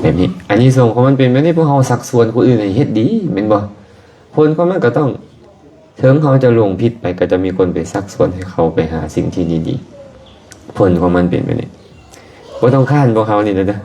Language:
Lao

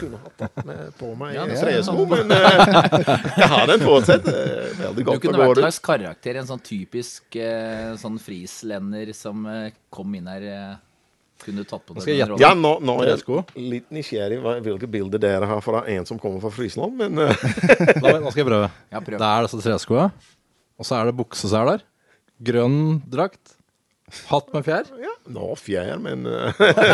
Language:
Norwegian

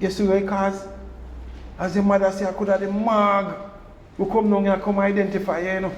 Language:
Jamaican Creole English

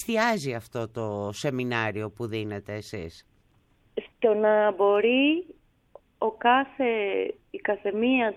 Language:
Greek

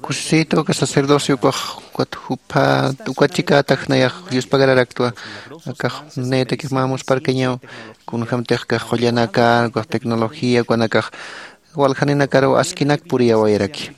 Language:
Aymara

